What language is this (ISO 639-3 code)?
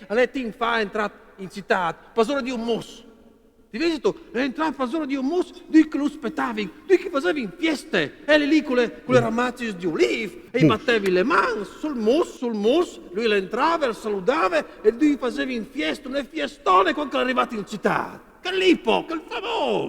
fur